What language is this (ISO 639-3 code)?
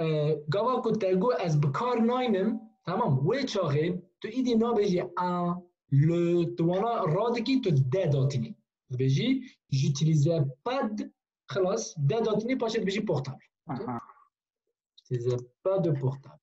kur